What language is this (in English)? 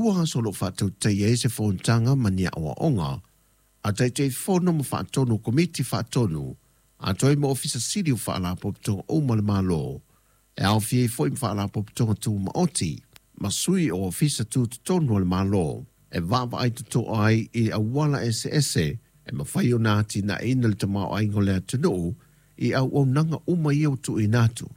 Samoan